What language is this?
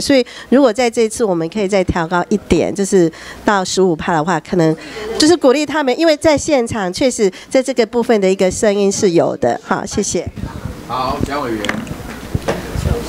Chinese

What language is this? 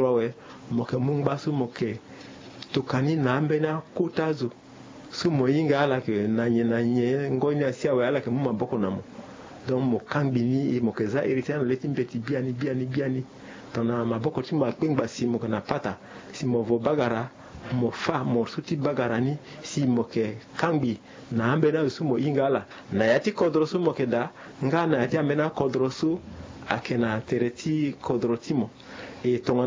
Sango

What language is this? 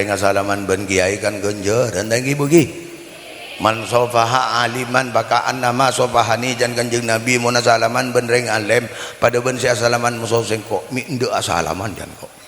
Madurese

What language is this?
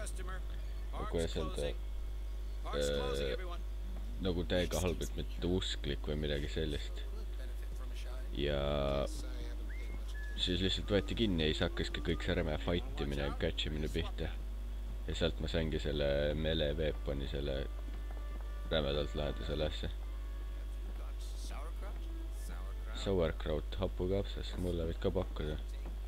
Estonian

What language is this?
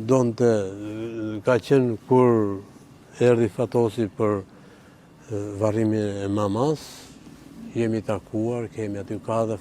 Albanian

